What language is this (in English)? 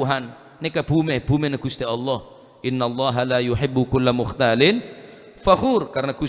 Madurese